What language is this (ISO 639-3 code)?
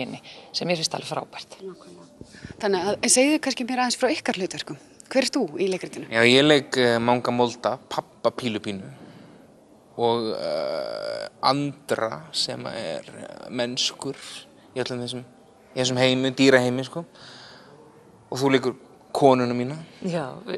isl